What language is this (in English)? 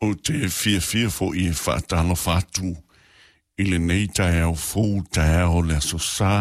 Samoan